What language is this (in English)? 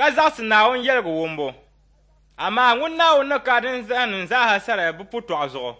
Dagbani